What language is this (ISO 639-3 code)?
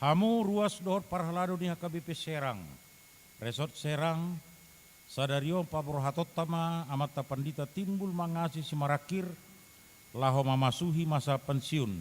bbc